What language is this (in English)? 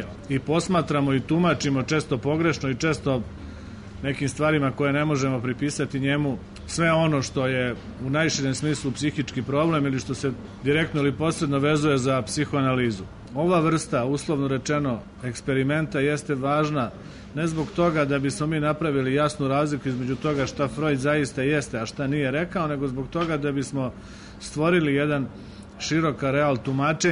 Serbian